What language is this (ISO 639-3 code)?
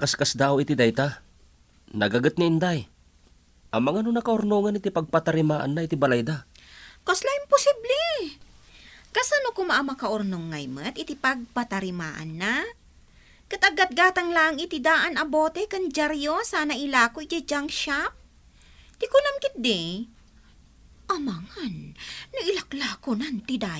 ilo